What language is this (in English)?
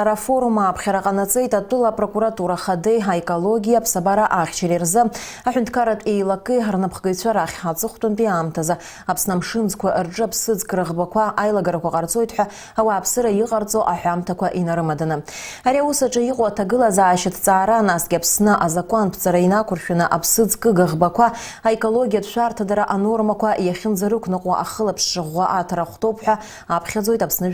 Abkhazian